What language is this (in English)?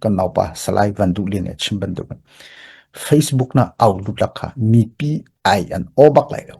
Hakha Chin